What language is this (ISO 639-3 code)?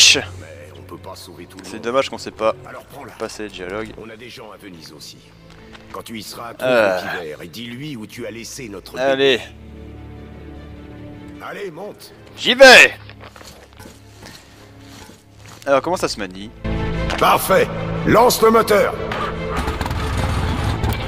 fra